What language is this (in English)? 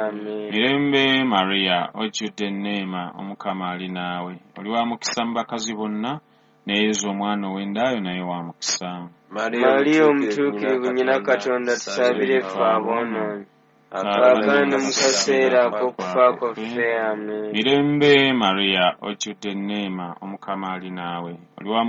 Ganda